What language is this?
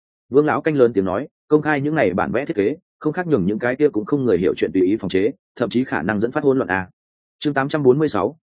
Vietnamese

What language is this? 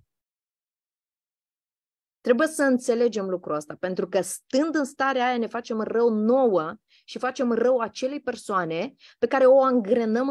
Romanian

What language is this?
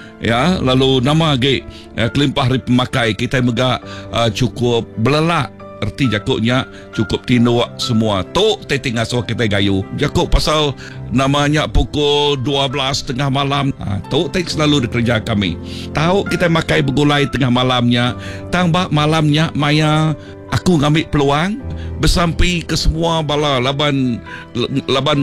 Iban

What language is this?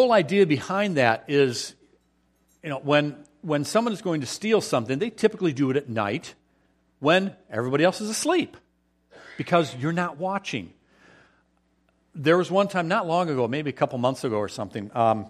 English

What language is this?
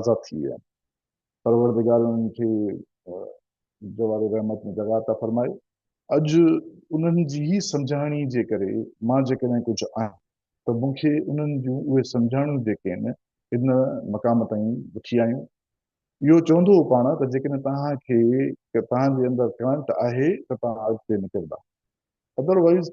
Sindhi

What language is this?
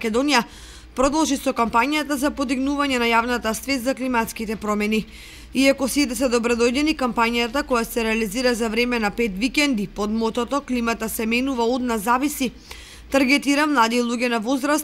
Macedonian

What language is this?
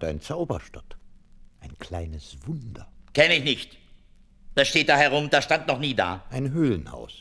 German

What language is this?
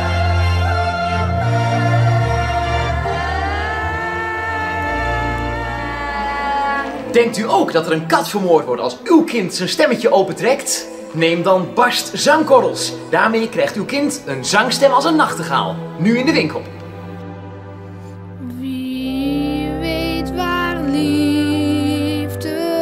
Dutch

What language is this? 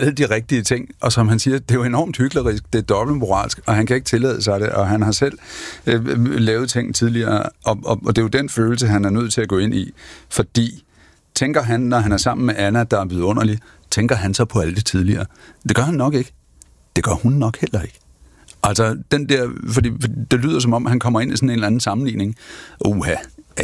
Danish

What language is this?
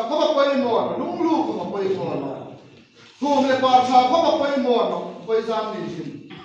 Hmar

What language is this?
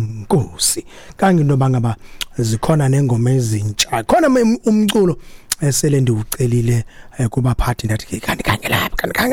Xhosa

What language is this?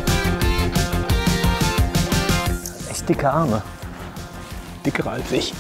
German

